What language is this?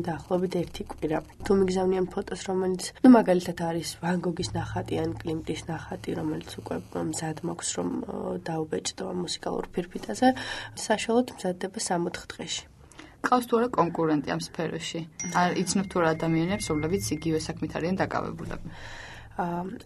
Georgian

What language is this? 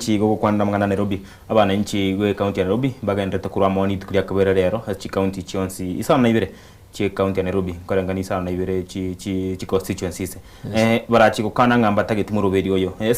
Gusii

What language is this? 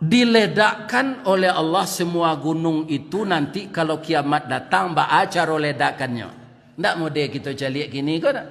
Minangkabau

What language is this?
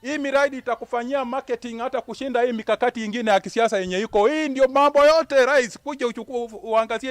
Luo (Kenya and Tanzania)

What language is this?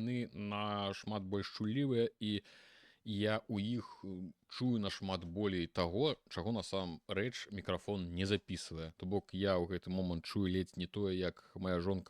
Belarusian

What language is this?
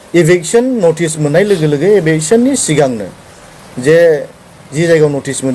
Bodo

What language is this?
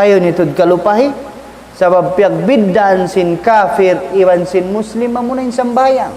Tausug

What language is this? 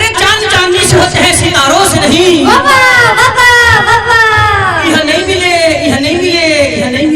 Chhattisgarhi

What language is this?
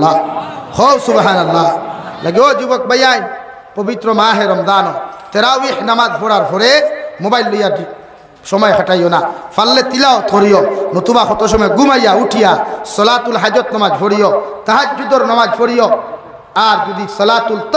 Sylheti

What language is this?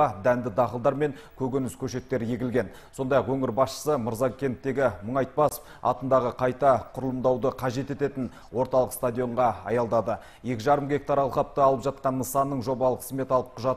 Kazakh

